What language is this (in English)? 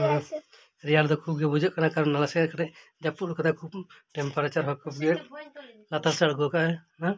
Santali